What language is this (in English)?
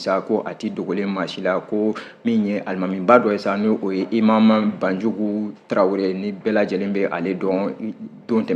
Bambara